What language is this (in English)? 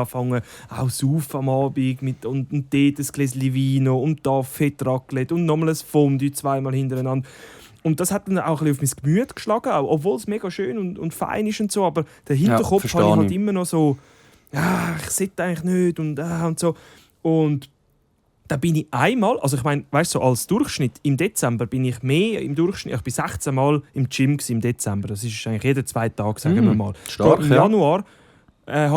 Swiss German